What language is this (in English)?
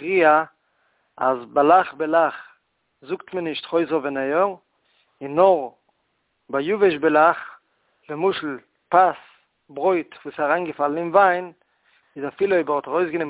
Yiddish